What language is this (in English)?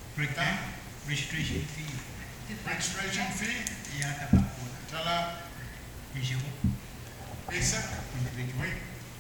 Pohnpeian